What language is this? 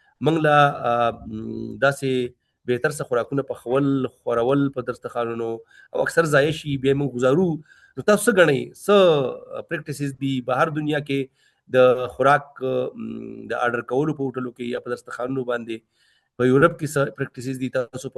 Pashto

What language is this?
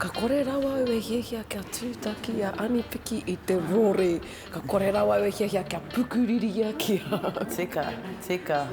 Māori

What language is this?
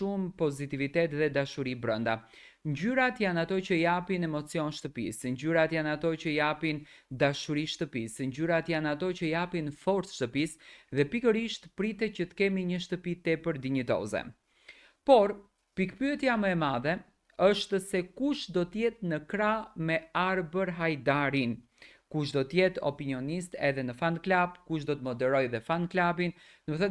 Albanian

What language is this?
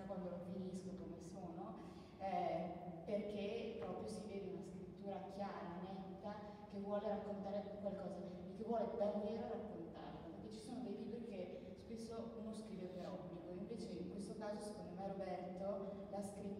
Italian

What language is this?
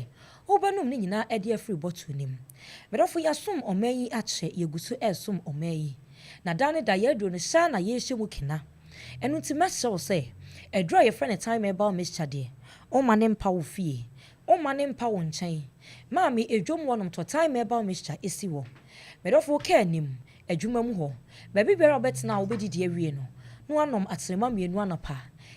Akan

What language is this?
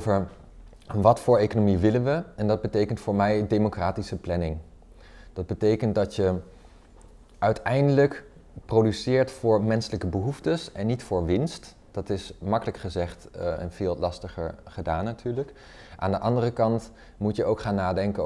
Dutch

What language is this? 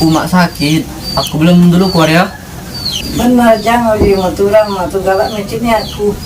Musi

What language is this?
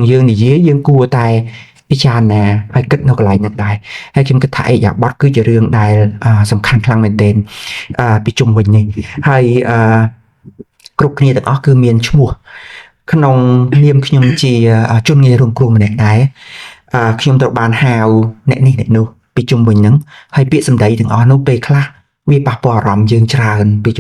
Khmer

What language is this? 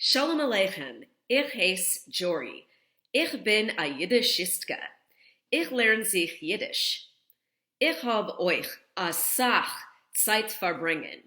Yiddish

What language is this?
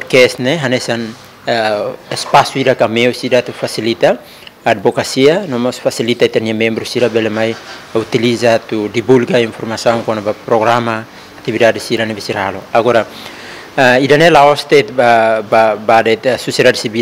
Tetum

